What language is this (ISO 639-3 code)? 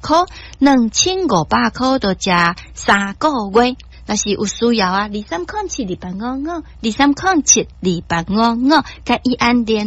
nan